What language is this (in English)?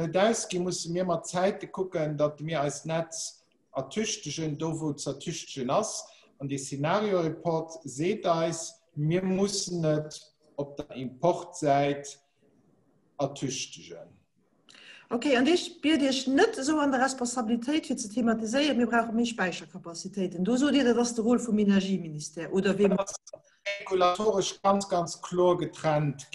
Luxembourgish